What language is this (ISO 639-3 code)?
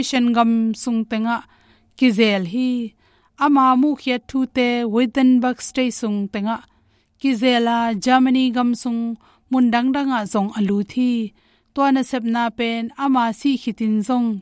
ctd